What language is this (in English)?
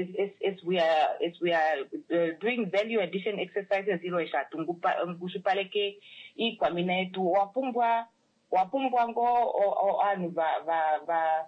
Kuanyama